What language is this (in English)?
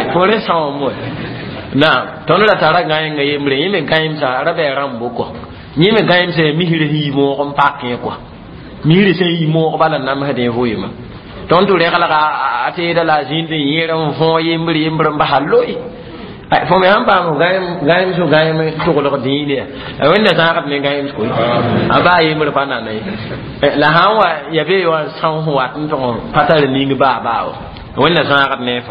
Mossi